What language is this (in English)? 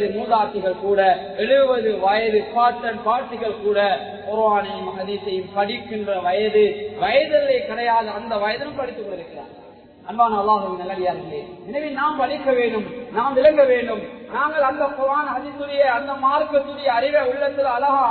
Tamil